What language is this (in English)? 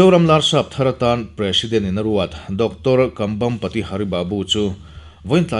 Mizo